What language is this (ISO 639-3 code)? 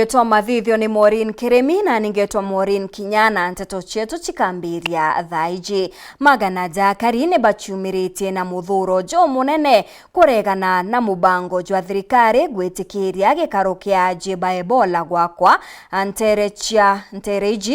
mer